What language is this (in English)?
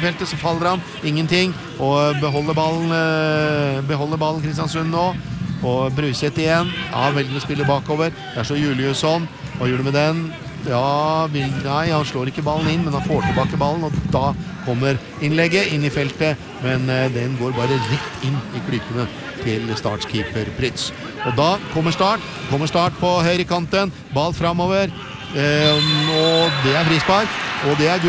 Norwegian